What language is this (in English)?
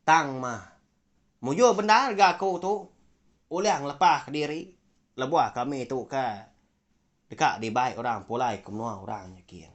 Iban